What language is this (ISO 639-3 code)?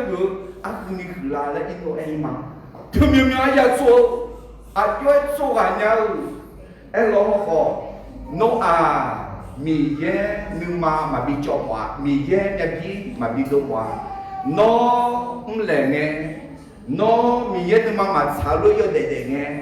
ahk